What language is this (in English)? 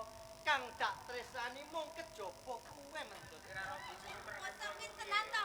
Javanese